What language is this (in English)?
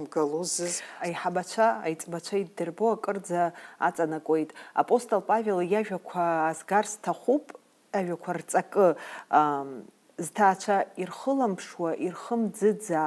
Abkhazian